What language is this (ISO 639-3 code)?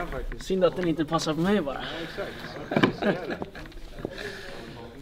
swe